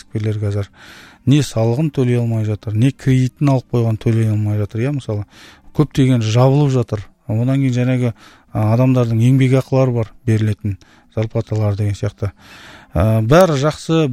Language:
Kazakh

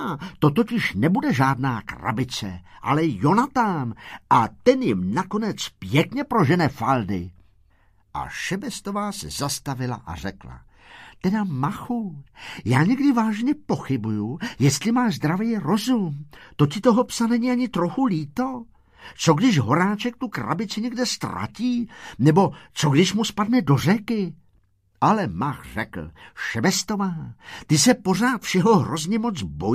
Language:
Czech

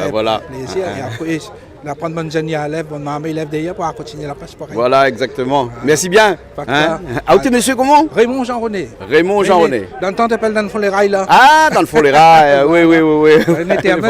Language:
Réunion Creole French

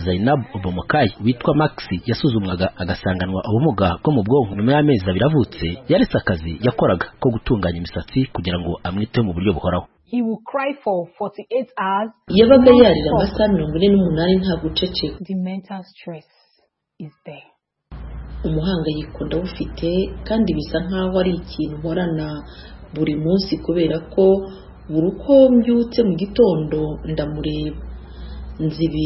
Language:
Kinyarwanda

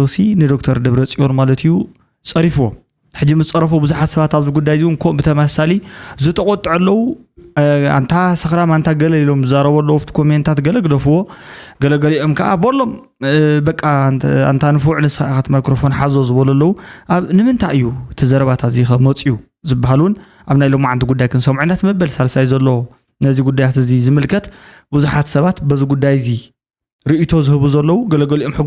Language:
Tigrinya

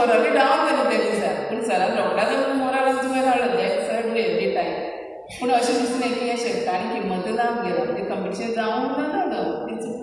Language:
Konkani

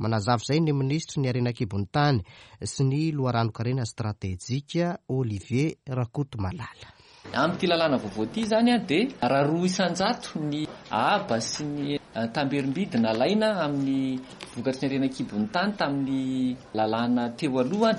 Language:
Malagasy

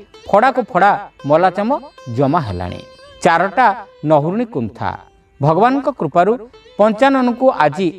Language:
Odia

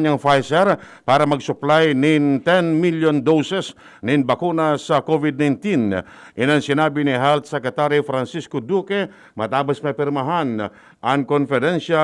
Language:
Bikol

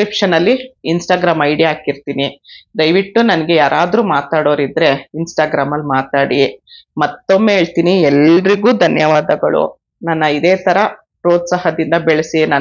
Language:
Kannada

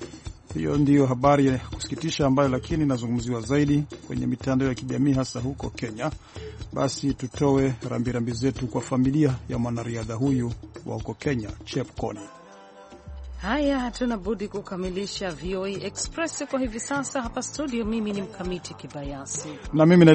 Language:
Swahili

